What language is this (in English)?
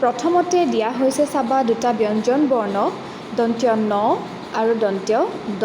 Assamese